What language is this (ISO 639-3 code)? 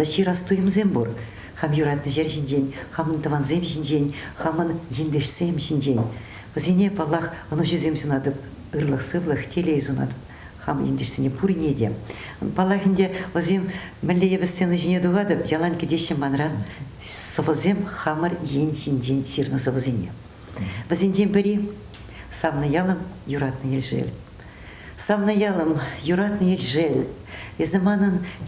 chv